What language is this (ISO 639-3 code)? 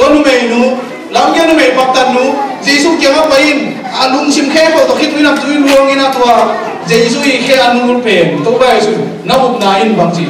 ctd